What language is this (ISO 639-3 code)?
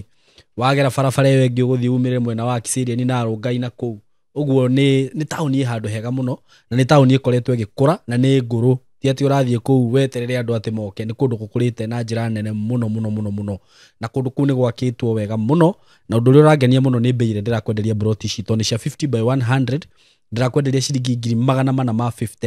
kik